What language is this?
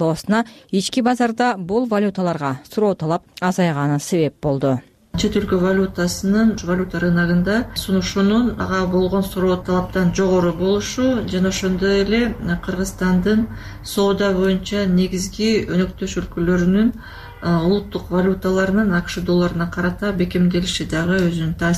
Kyrgyz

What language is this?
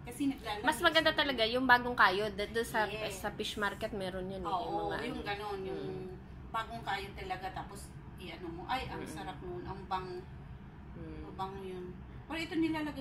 Filipino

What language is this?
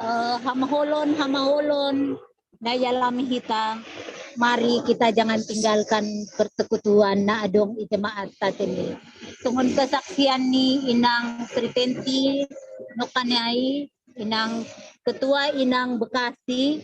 Batak Simalungun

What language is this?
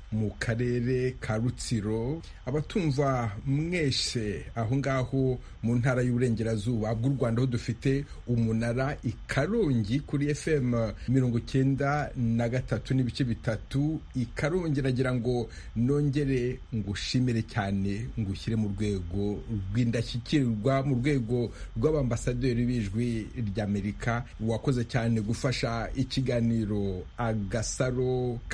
Kinyarwanda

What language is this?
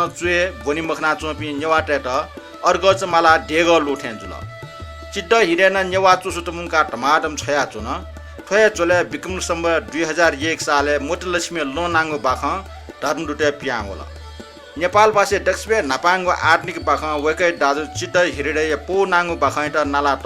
Newari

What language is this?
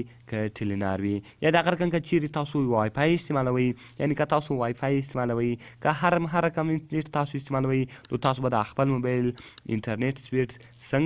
Pashto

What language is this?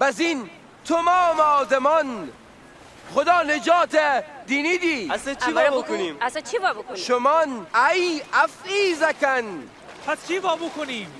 Gilaki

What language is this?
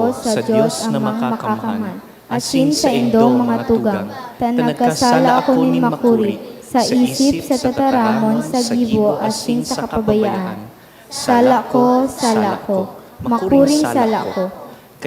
Bikol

